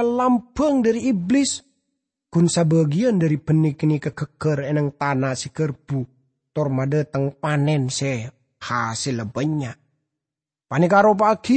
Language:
Madurese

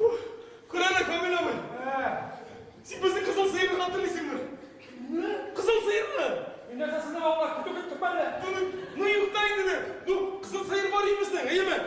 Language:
Tatar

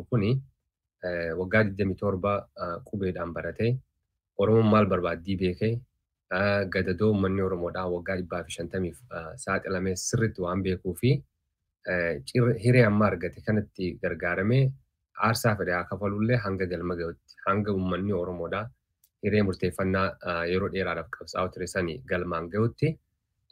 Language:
Oromo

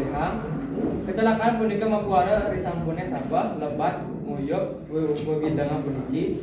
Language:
Balinese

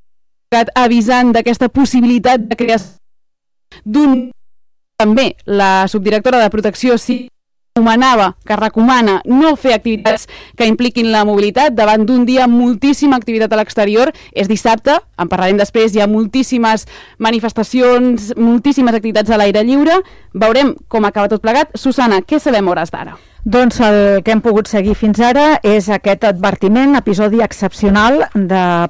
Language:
Catalan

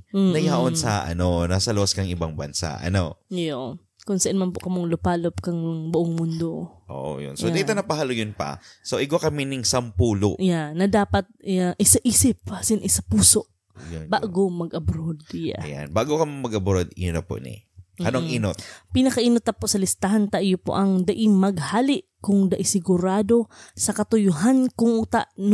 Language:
Bikol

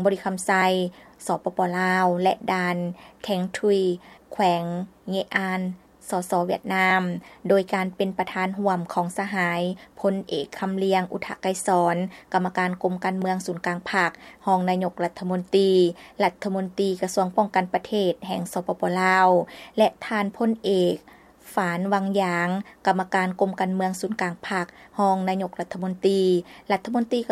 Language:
Lao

